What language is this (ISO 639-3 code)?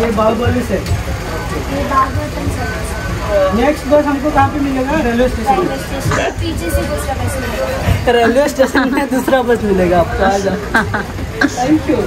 kok